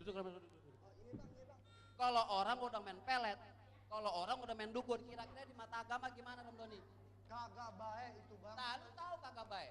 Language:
Betawi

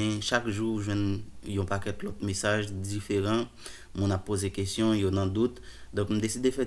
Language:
Haitian Creole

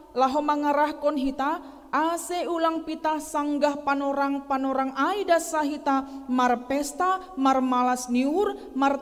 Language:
Batak Simalungun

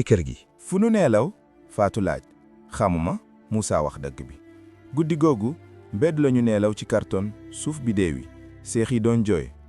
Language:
Wolof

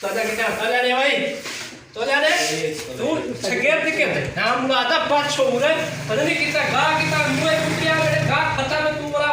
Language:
Saraiki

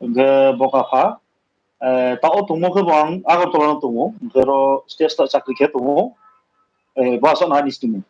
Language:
Riang (India)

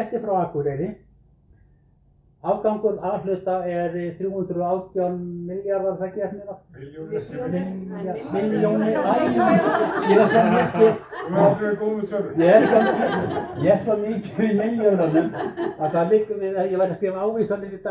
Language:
Icelandic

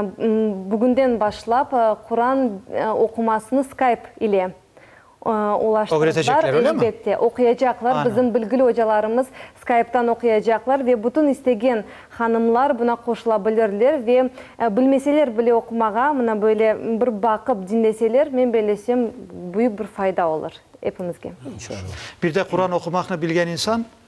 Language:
Crimean Tatar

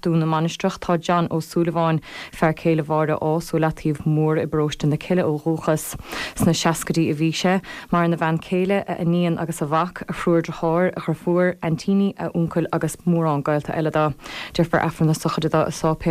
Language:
Irish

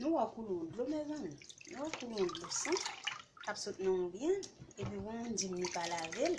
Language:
Haitian Creole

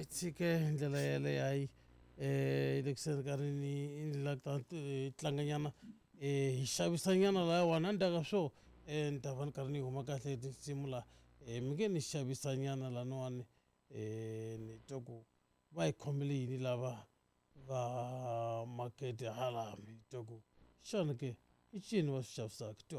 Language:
Tsonga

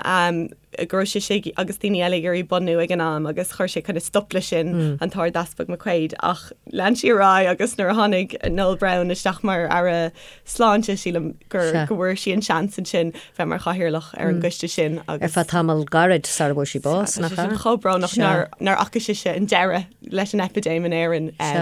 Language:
Irish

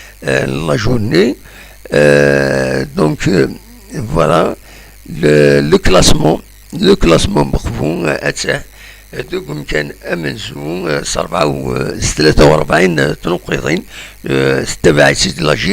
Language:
Kabyle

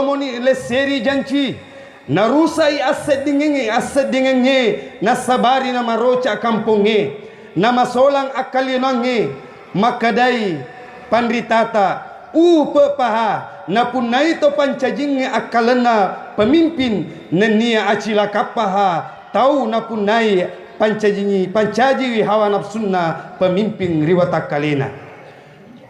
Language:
Buginese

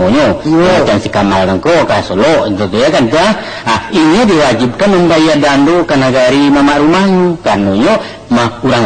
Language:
Minangkabau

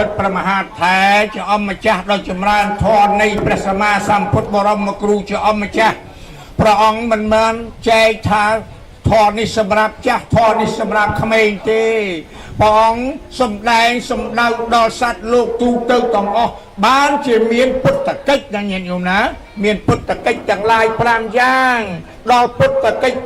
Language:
Khmer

